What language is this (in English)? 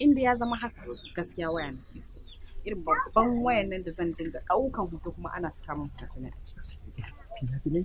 Hausa